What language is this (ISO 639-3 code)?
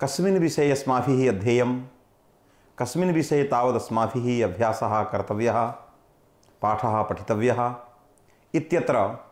san